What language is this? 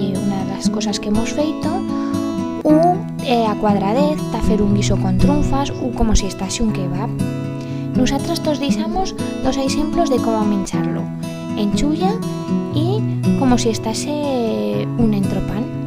Aragonese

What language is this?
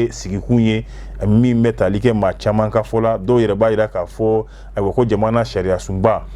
Bambara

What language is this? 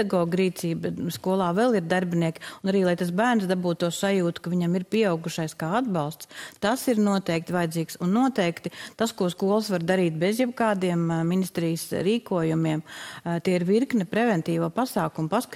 Latvian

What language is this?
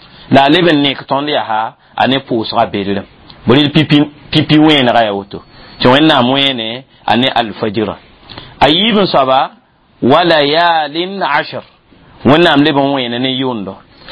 Mossi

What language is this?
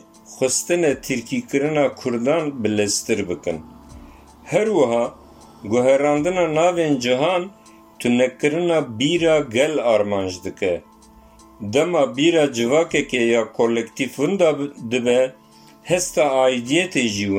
Kurdish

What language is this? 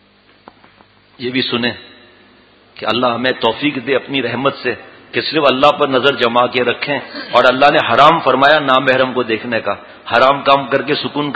Urdu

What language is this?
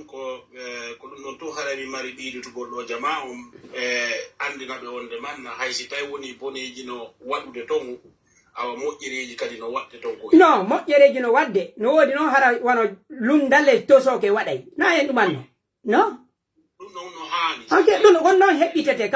Pular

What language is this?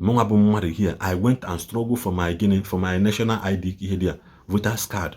Igbo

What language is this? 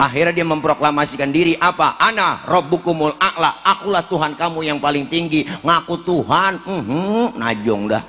Betawi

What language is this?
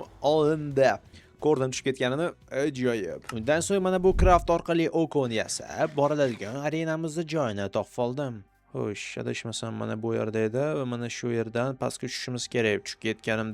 Uzbek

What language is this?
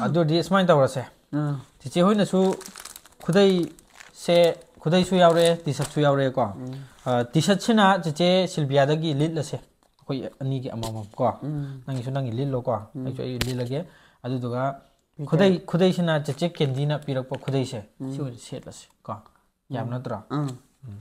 Manipuri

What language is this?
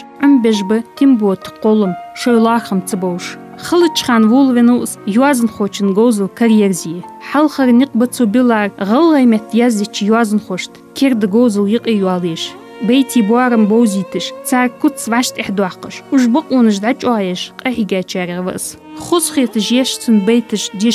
Ingush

